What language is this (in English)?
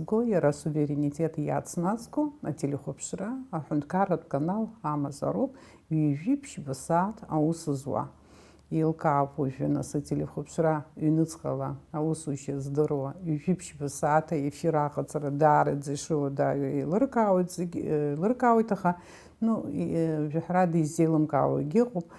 Abkhazian